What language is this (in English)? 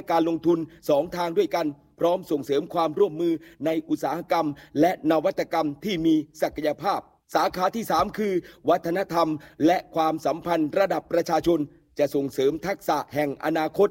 Thai